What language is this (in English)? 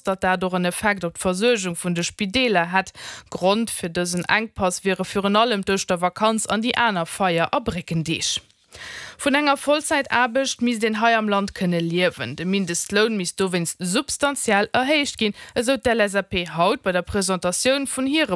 Luxembourgish